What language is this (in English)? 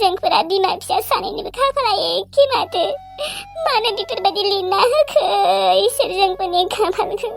Bodo